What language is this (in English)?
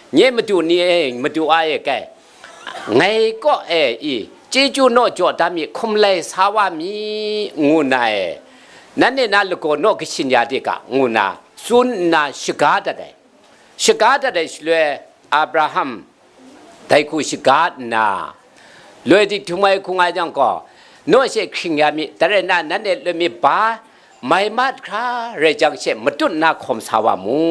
Kachin